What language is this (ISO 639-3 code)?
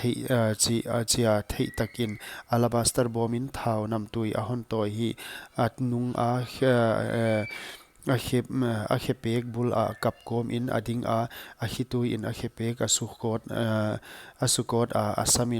pck